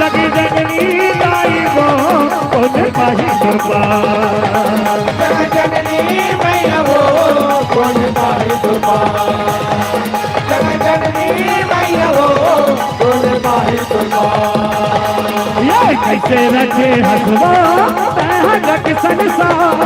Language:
Chhattisgarhi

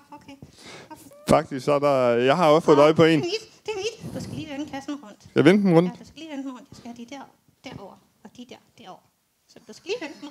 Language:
Danish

